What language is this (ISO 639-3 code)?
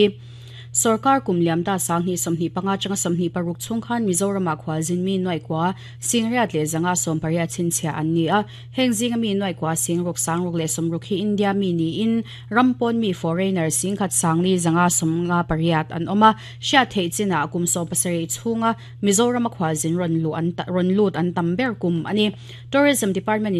lus